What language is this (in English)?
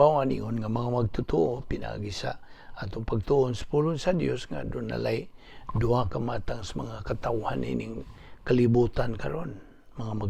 Cebuano